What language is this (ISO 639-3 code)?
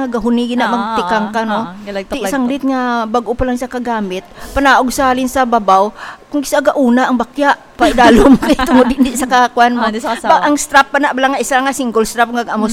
hil